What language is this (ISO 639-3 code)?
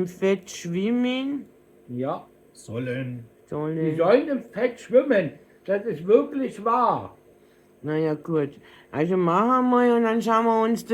bar